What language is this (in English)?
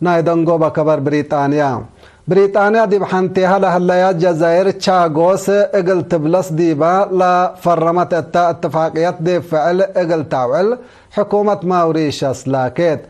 Tigre